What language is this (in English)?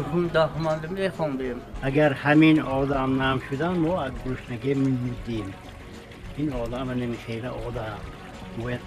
Tajik